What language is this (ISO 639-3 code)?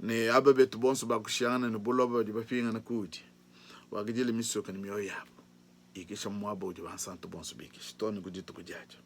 lua